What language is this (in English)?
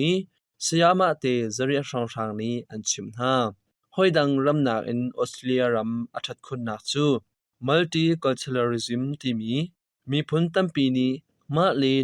Hakha Chin